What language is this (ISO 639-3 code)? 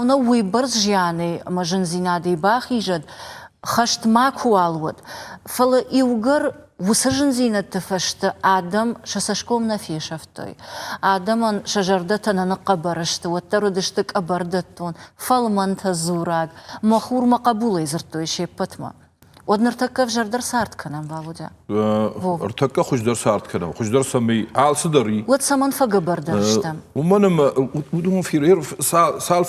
oss